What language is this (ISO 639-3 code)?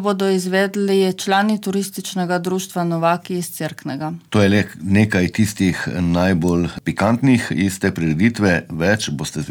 slv